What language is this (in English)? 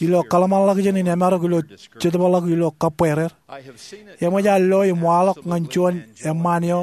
Marshallese